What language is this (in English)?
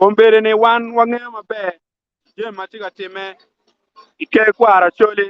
Acoli